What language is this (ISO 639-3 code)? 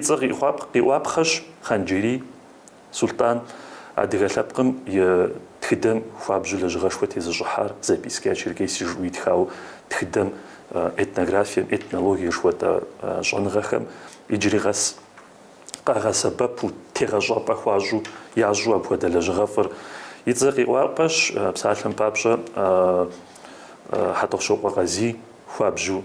kbd